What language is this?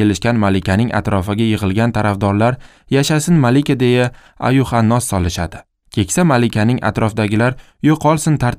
Uzbek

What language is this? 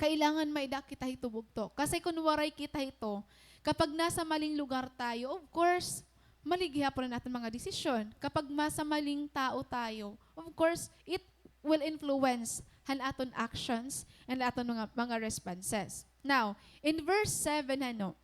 Waray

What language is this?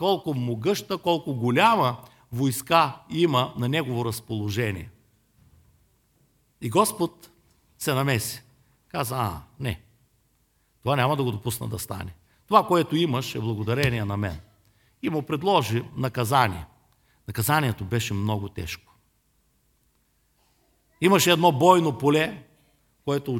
Bulgarian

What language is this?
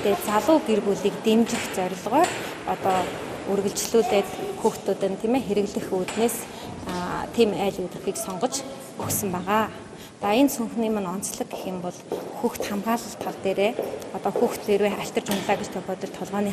Mongolian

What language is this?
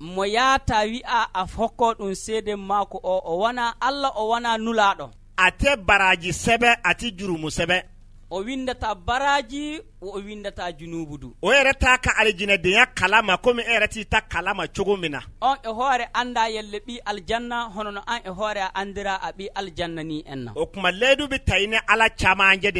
Bambara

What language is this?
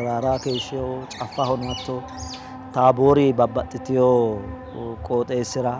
Sidamo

